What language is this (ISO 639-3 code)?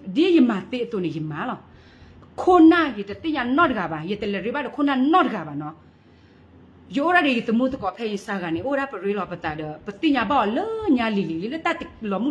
ksw